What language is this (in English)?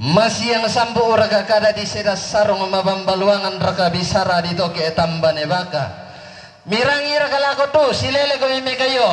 Toraja-Sa'dan